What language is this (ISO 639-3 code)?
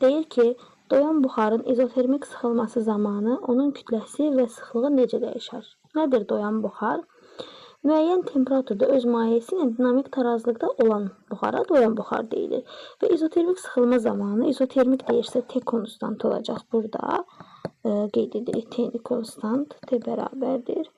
aze